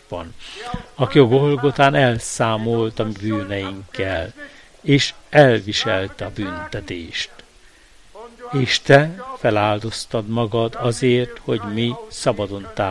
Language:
Hungarian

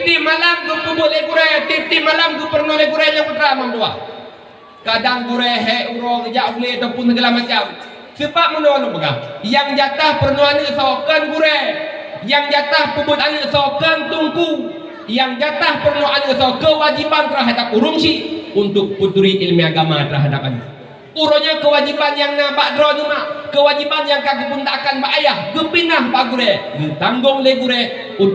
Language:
Achinese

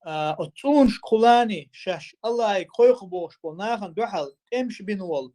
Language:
Chechen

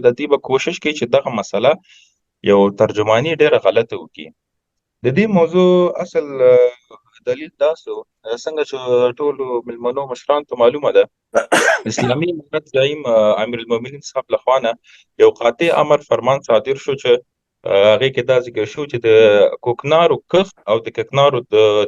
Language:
Pashto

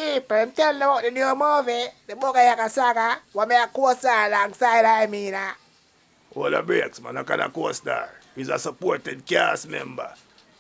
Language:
Jamaican Creole English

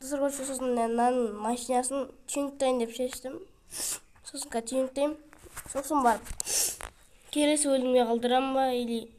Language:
Kazakh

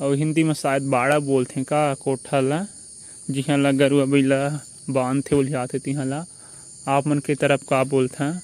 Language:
Chhattisgarhi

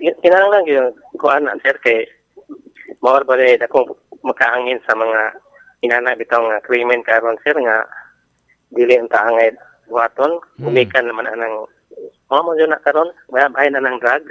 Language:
Cebuano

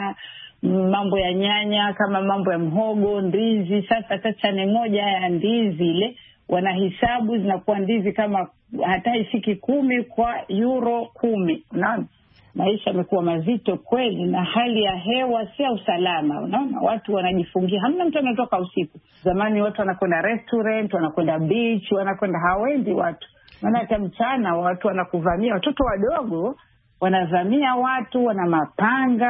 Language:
Swahili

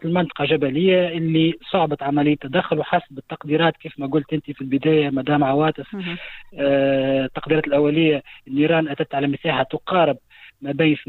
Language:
Tunisian Arabic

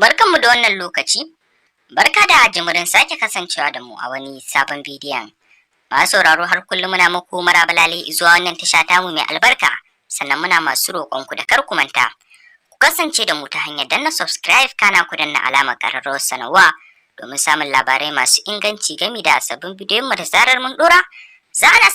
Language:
Hausa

